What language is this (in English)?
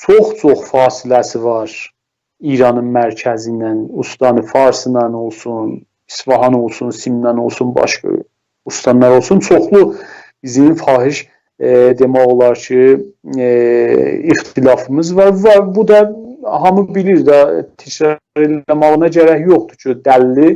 South Azerbaijani